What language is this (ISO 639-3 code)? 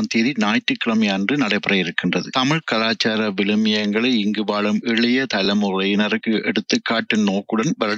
tam